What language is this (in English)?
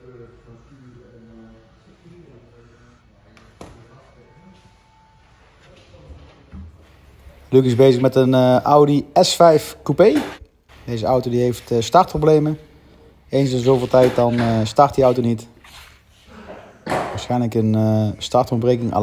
Dutch